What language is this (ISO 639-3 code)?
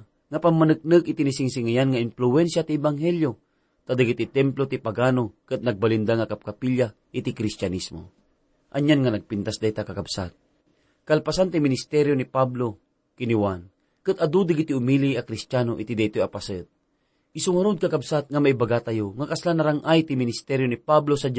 ilo